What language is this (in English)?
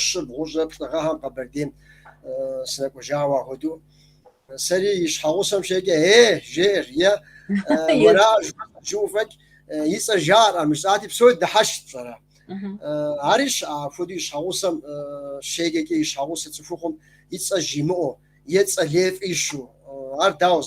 Kabardian